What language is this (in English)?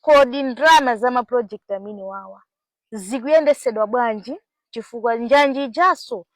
Nyanja